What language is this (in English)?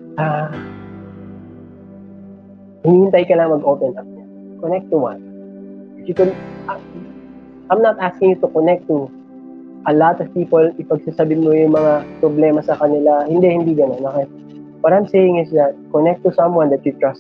Filipino